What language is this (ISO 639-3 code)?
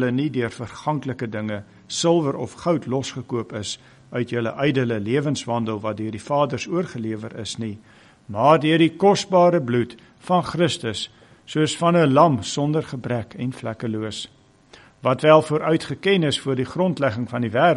afr